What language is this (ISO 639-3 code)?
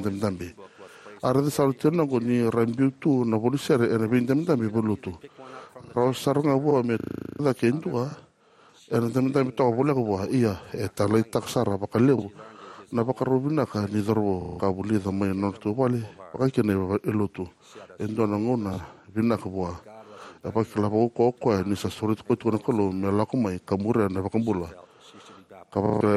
fij